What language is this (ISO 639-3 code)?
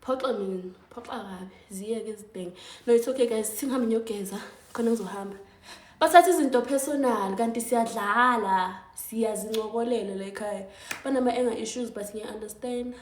zul